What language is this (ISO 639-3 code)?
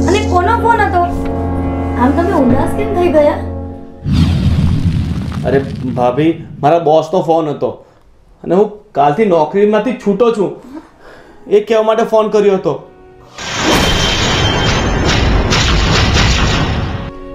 guj